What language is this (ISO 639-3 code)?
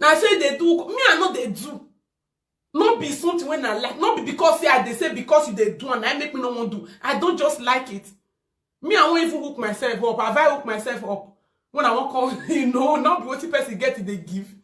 pcm